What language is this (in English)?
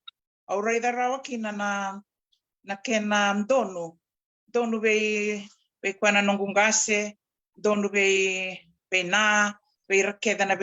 Fijian